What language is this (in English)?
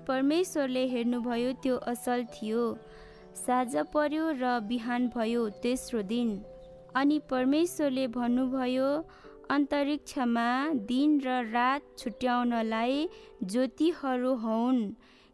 Nepali